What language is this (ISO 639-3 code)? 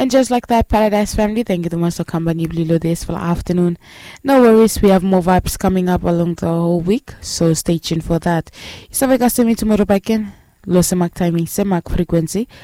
bis